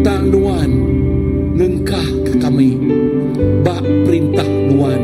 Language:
Iban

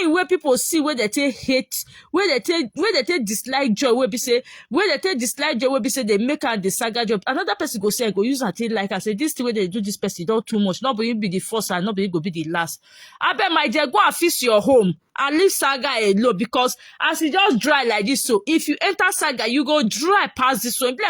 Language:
Nigerian Pidgin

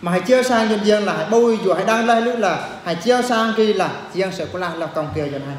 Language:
Eastern Bru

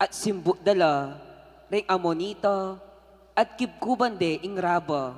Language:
Pampanga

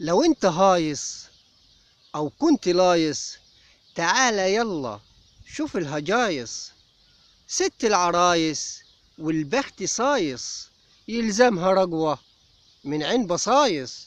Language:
Egyptian Arabic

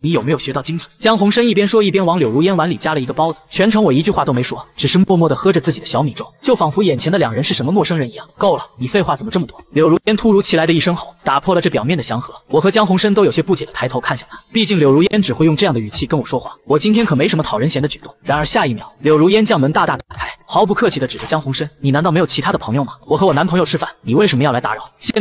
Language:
Chinese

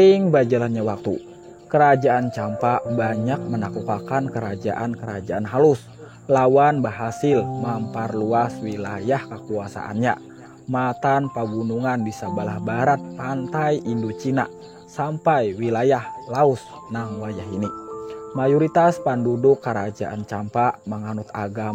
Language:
Banjar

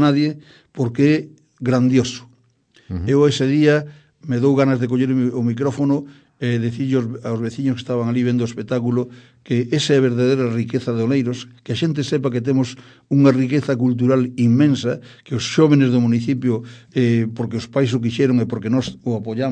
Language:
Galician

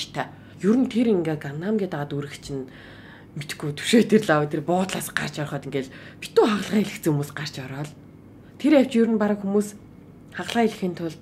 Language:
Mongolian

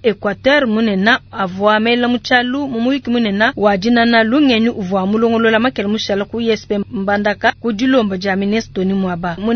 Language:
Luba-Lulua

